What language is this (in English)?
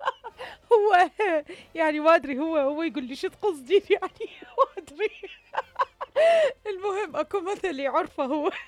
Mesopotamian Arabic